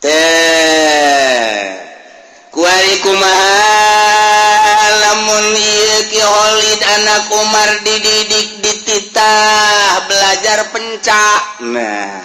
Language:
Sundanese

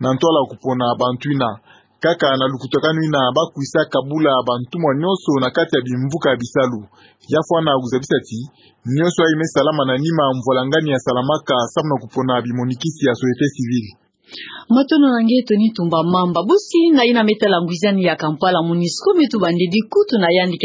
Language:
Kituba (Democratic Republic of Congo)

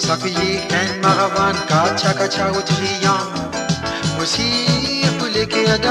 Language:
Morisyen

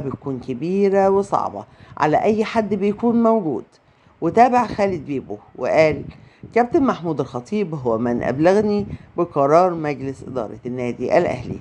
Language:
Egyptian Arabic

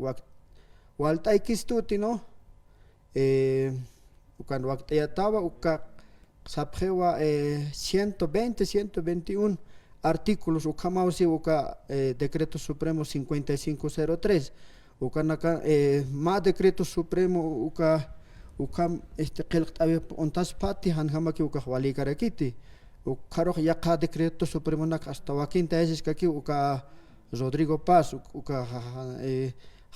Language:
Aymara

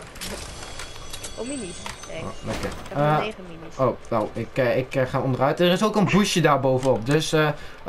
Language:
Dutch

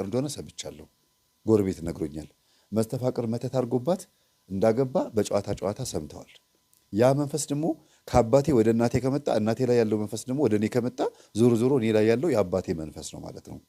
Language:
Amharic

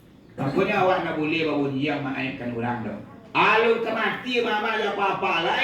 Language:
Minangkabau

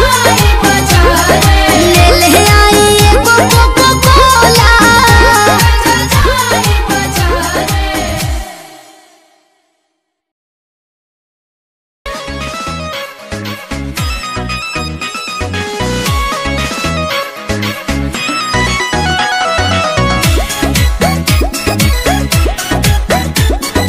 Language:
Bhojpuri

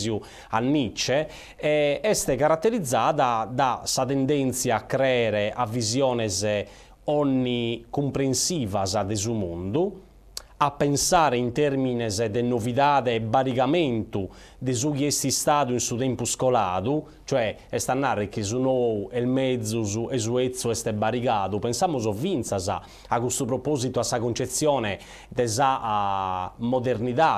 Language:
Sardinian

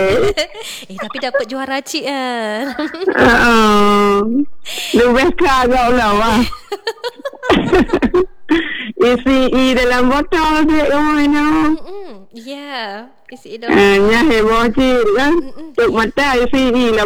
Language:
Malay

